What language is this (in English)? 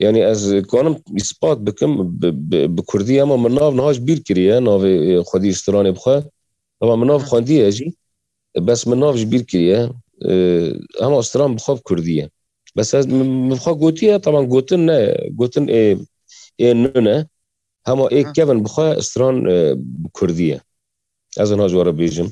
Kurdish